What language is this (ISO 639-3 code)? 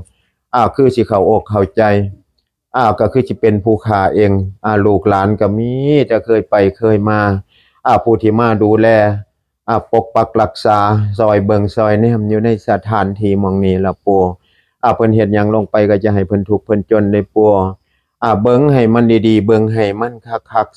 tts